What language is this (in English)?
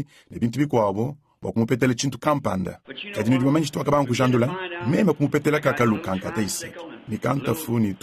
Luba-Lulua